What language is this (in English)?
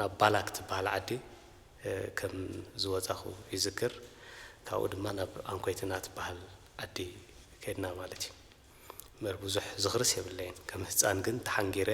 Tigrinya